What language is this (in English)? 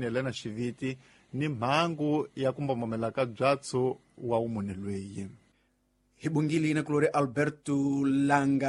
Tsonga